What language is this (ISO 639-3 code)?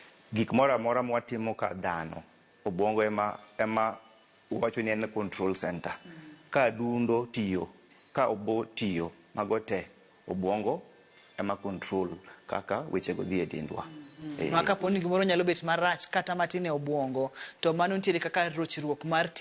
luo